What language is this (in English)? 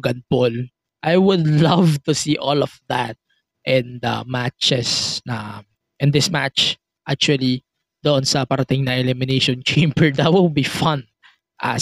Filipino